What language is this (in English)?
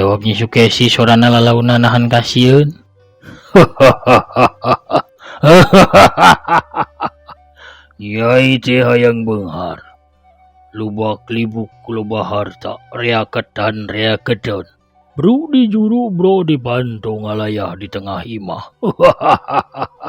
Sundanese